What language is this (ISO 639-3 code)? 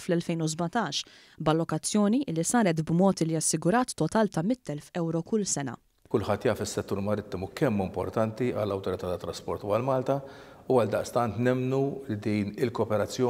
mlt